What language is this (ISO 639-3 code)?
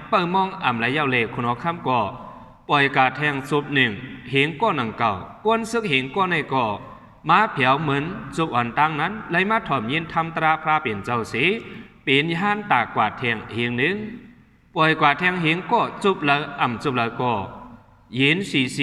shn